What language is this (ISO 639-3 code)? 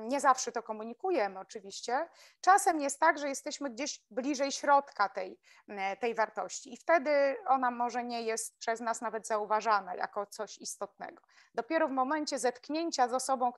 pol